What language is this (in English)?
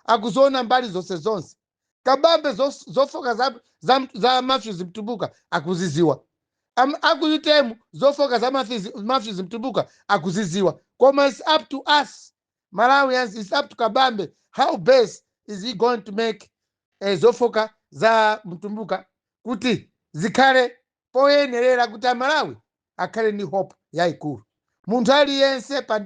Nyanja